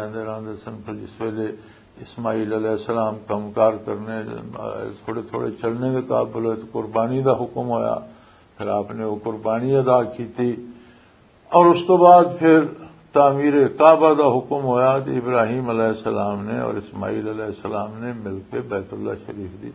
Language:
Western Panjabi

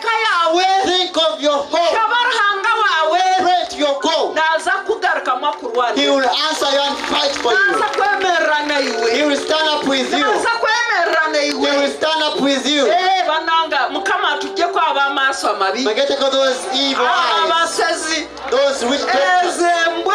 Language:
Kinyarwanda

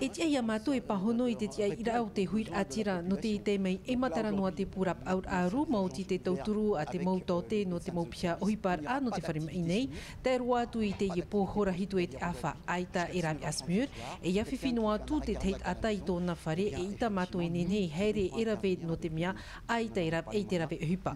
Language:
Tahitian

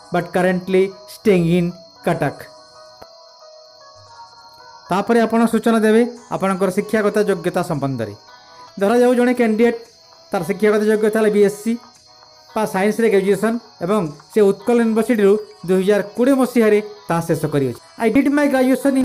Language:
Odia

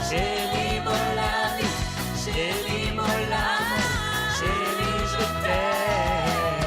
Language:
Morisyen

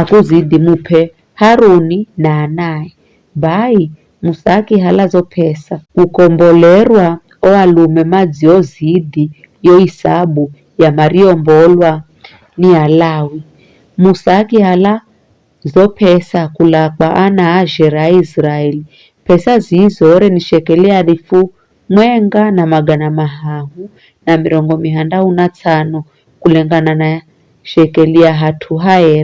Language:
Giryama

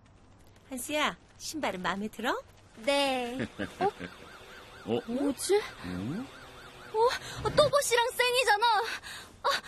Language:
Korean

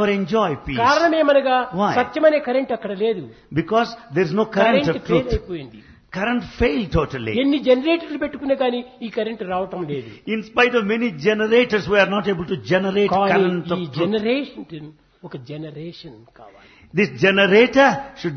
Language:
Telugu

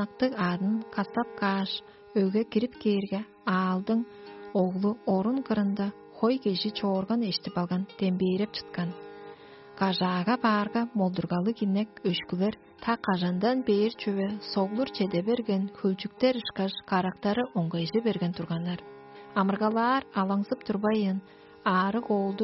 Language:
Tuvinian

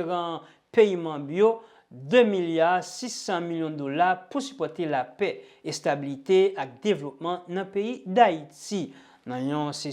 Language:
Haitian Creole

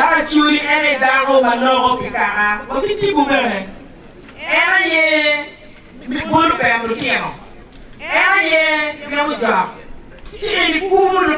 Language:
Acoli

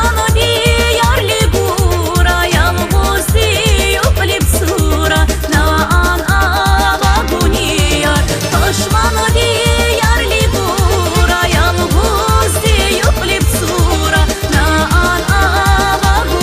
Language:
Tabassaran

